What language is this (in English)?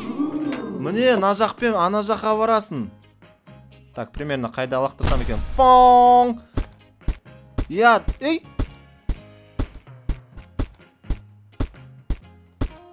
Kazakh